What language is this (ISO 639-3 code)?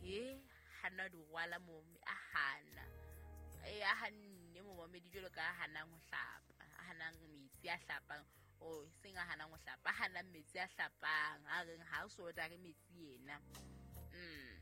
sot